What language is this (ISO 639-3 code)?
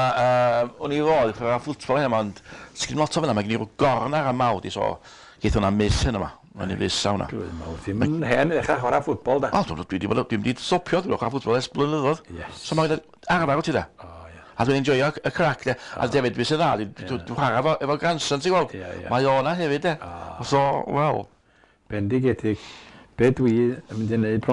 cym